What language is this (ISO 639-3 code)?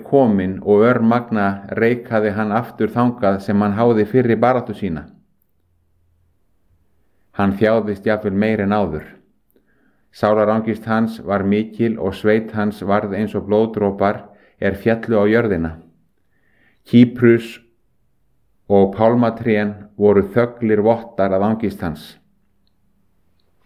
isl